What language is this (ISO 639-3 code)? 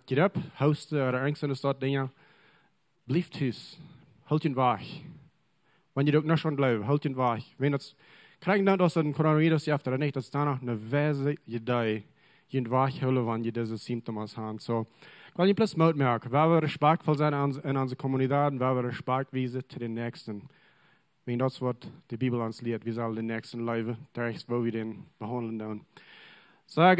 pdt